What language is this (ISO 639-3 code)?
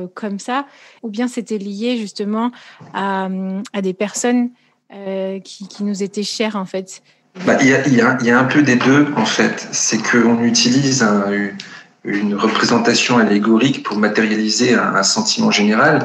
fra